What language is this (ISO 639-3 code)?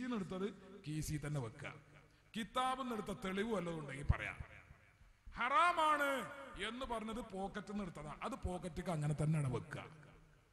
mal